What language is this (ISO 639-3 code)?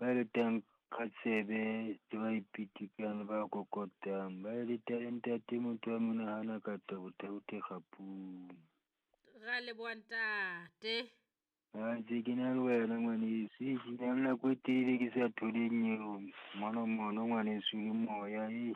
sot